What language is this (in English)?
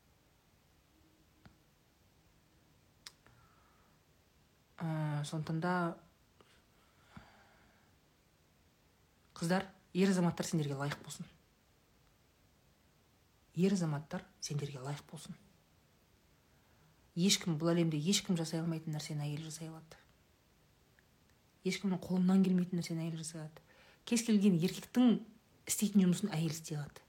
Kazakh